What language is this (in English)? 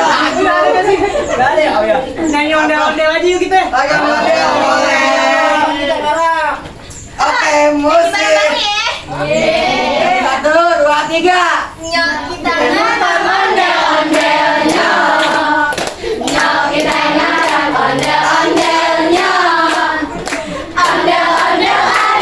Betawi